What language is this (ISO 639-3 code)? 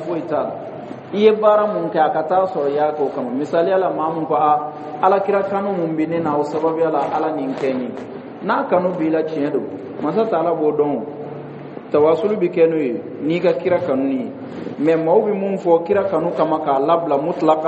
dyu